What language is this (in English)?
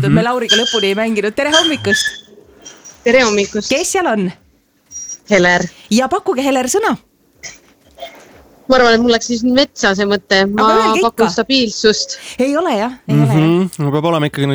Estonian